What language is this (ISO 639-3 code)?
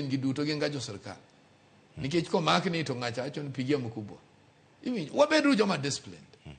luo